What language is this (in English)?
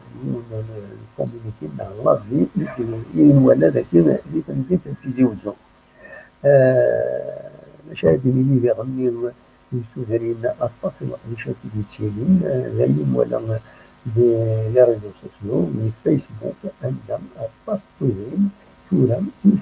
Kabyle